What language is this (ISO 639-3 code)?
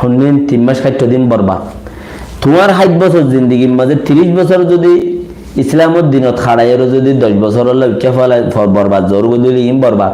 rhg